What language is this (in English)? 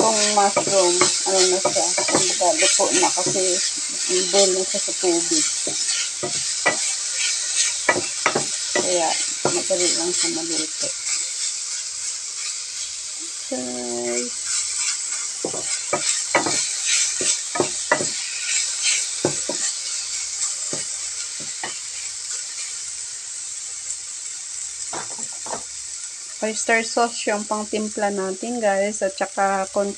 Filipino